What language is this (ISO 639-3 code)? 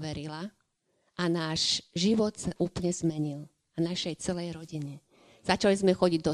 slk